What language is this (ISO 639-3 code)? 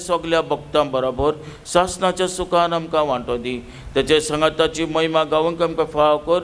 kok